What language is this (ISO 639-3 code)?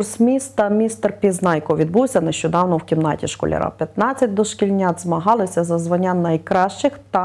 ukr